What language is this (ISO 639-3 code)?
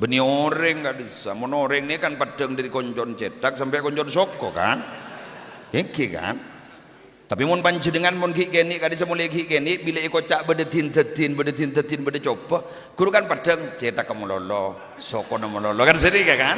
mad